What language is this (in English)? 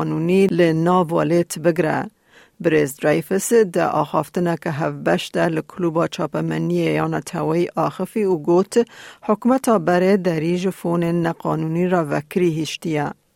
Kurdish